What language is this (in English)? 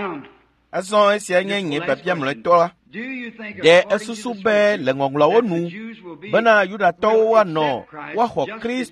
Ewe